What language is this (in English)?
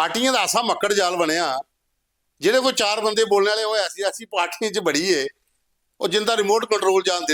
Dogri